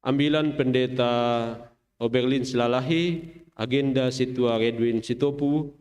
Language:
Batak Simalungun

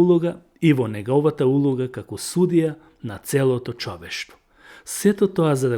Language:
Macedonian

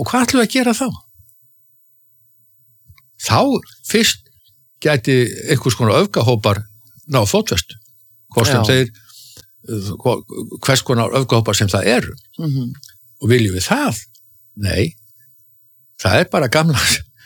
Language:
Icelandic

